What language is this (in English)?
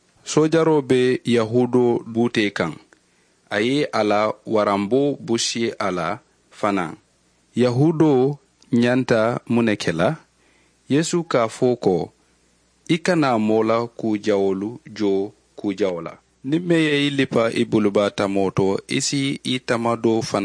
Mandingo